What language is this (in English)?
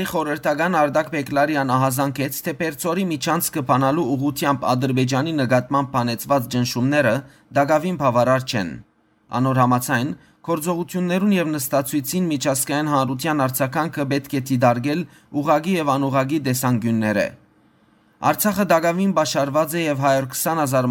Western Armenian